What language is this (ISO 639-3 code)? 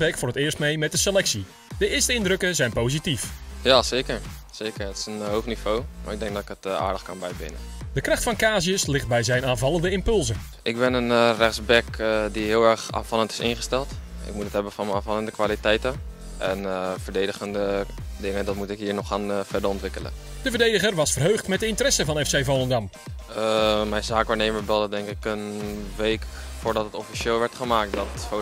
nld